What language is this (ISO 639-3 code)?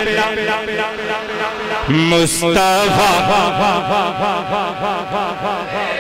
urd